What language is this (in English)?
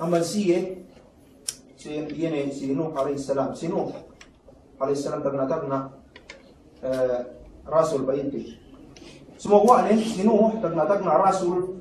Yakan